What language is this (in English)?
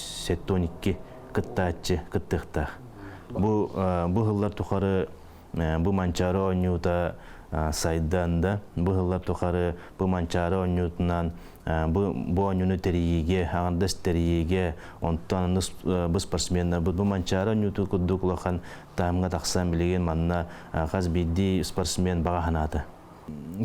Yakut